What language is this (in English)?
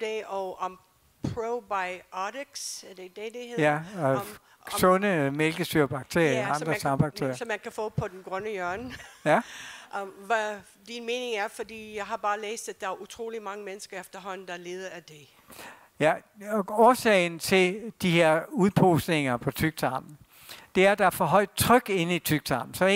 Danish